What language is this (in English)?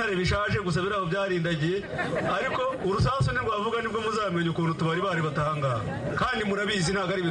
Kinyarwanda